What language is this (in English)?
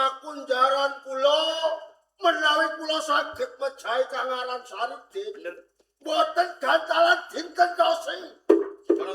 Javanese